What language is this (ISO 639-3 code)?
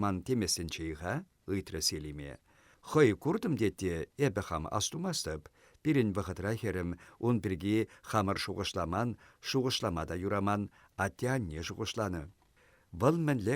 chv